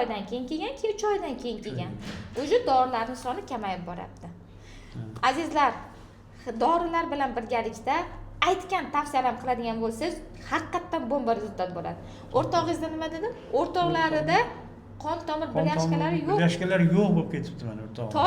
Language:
Uzbek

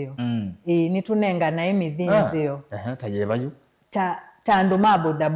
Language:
Kamba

